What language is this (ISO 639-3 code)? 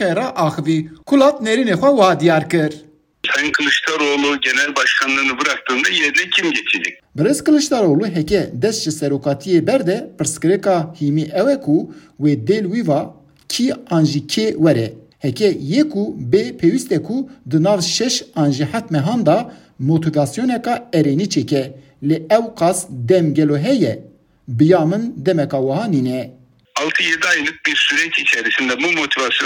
kur